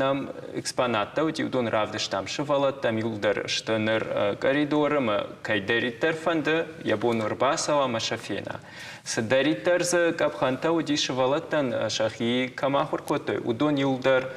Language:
Ossetic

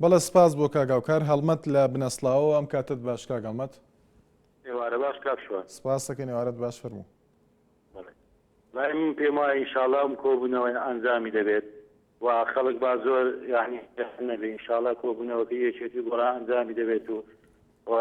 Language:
Central Kurdish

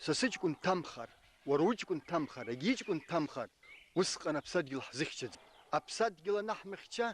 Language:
Abkhazian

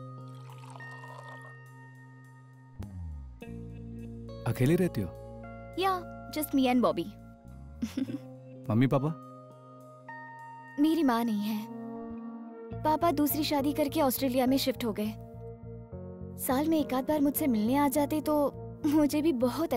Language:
Hindi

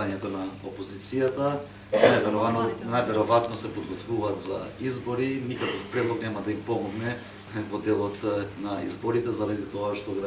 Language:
Macedonian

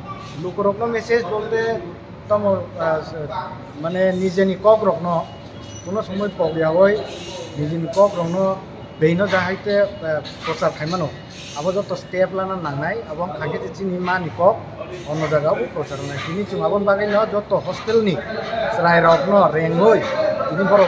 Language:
Kok Borok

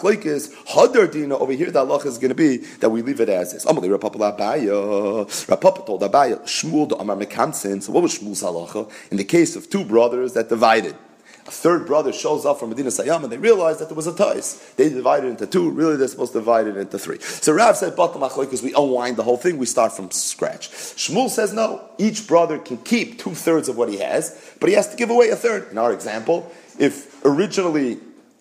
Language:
English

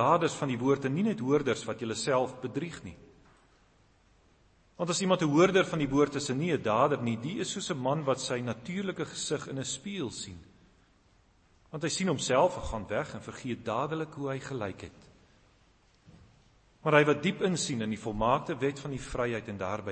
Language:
Afrikaans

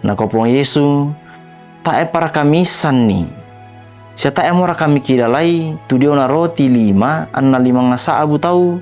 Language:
Toraja-Sa'dan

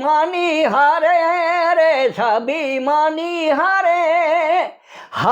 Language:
Sadri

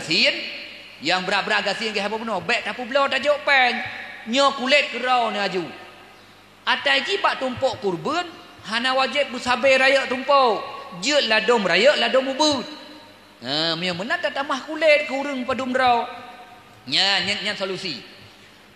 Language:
Achinese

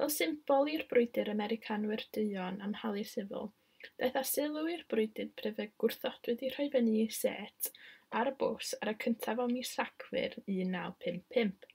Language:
Welsh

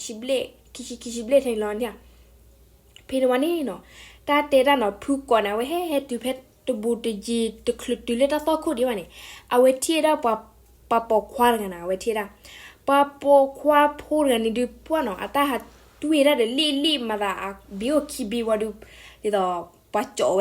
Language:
S'gaw Karen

